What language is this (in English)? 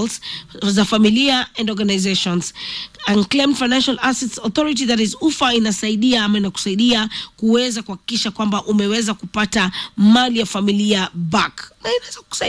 Swahili